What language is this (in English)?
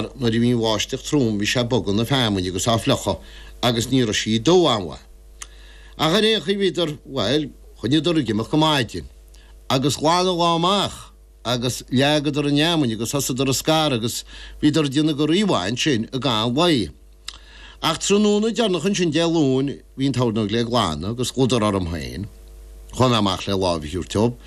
Irish